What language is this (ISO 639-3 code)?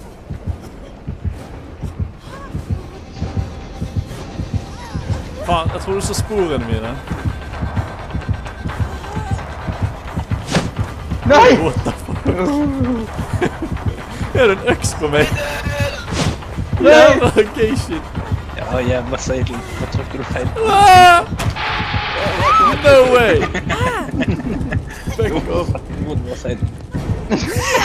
nor